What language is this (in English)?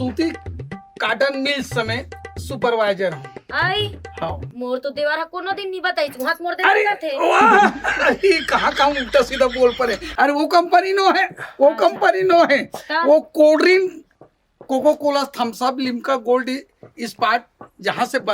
Chhattisgarhi